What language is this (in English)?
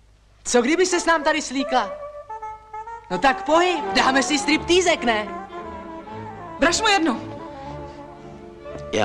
Czech